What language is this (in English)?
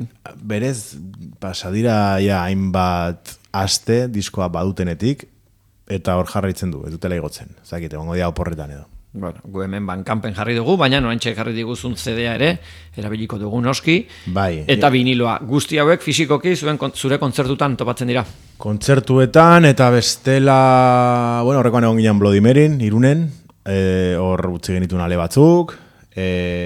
Basque